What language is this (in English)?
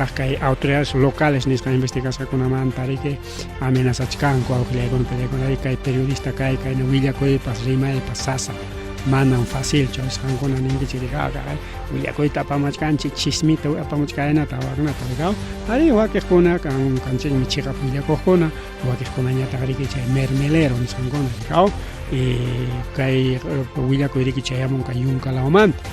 Ayacucho Quechua